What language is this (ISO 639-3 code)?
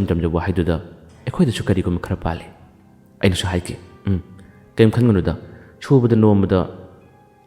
mni